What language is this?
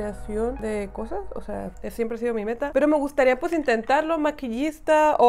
Spanish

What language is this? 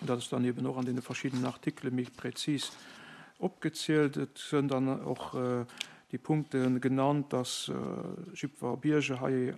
Luxembourgish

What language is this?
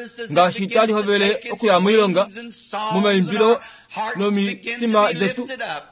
Kuanyama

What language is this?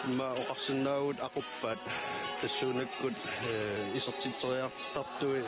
Kalaallisut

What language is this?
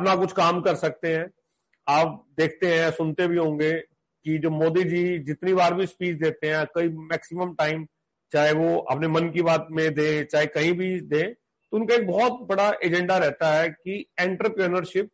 Hindi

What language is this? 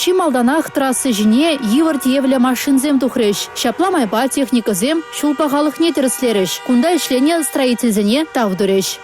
Chuvash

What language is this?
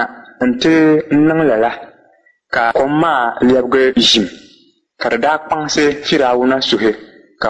Dagbani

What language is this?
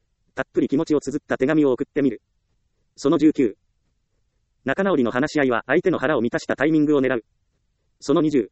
Japanese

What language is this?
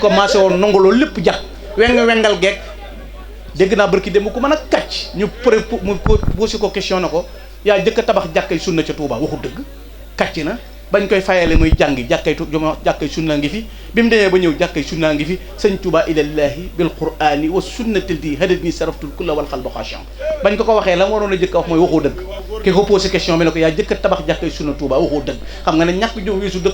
Wolof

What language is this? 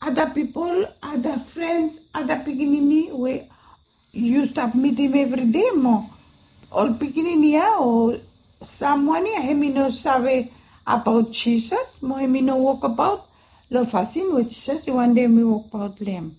Bislama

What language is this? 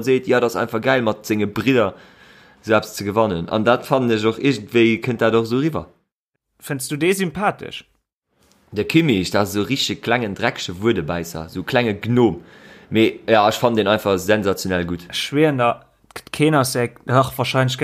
Luxembourgish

